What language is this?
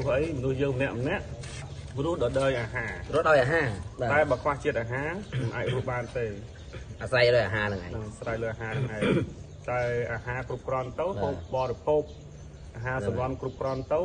Khmer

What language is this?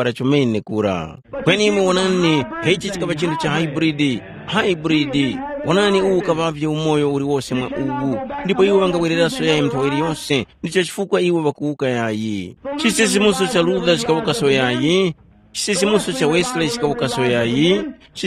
Tumbuka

